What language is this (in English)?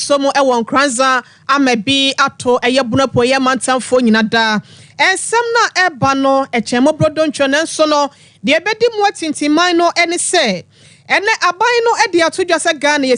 Akan